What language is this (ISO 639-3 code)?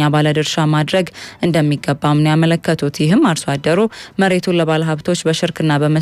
amh